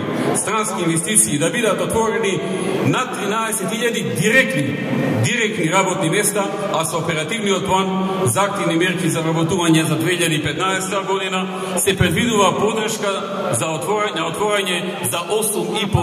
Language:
Macedonian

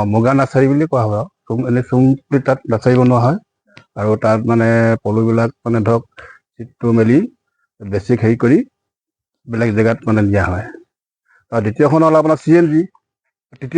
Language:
Assamese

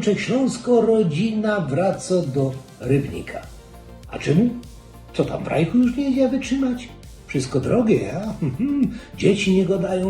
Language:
Silesian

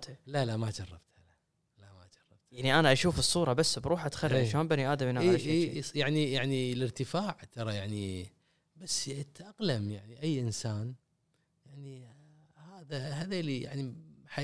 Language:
Gulf Arabic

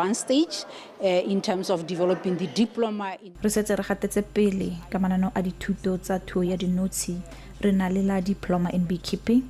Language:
Tswana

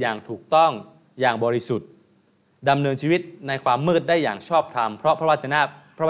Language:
Thai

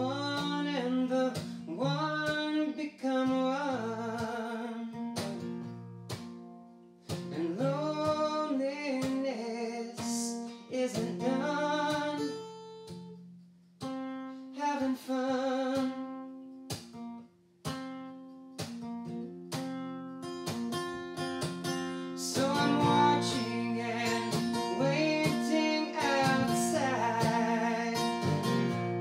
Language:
English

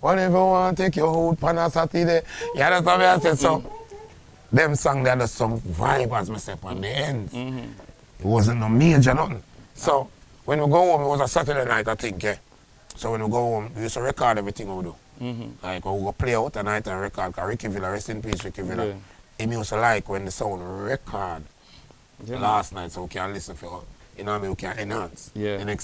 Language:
Jamaican Creole English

